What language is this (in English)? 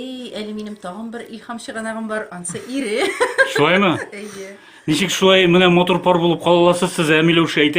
Tatar